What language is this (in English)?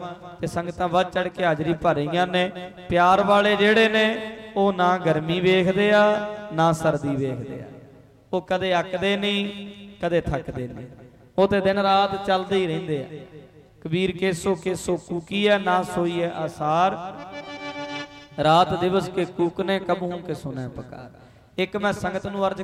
Punjabi